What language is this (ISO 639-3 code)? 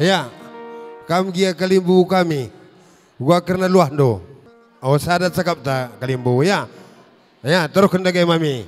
btx